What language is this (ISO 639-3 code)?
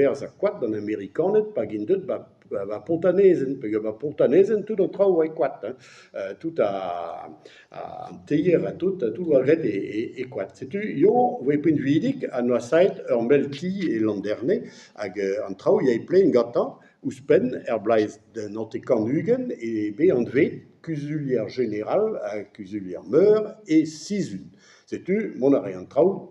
bre